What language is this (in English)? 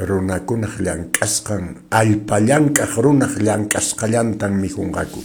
Quechua